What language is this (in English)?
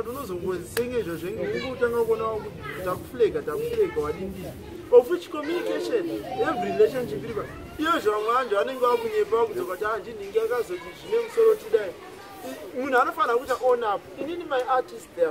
Shona